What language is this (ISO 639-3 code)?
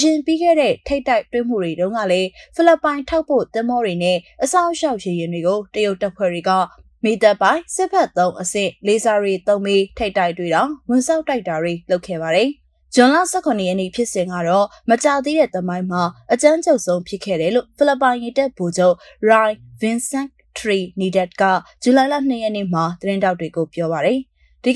mya